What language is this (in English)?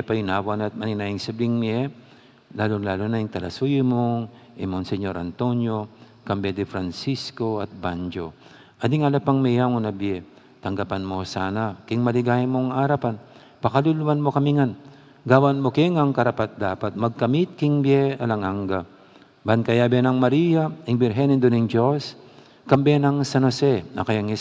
Pampanga